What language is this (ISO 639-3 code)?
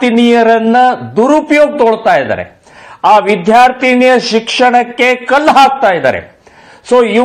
kan